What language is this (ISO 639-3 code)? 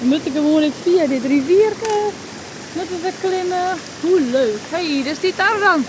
fry